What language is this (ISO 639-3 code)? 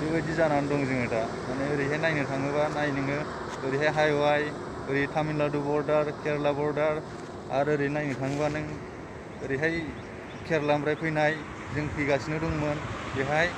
brx